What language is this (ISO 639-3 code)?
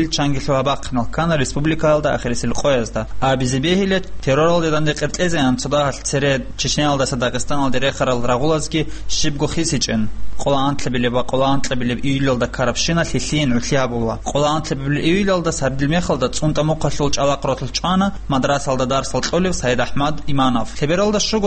ava